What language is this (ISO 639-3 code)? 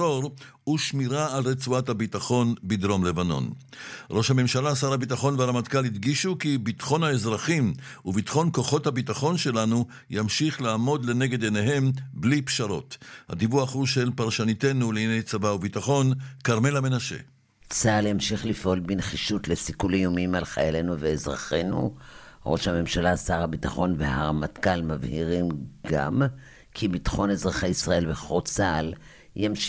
heb